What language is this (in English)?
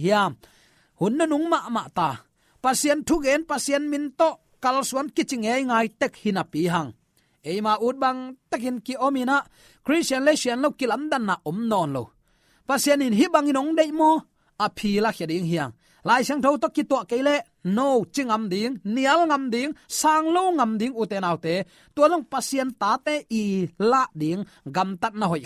Tedim Chin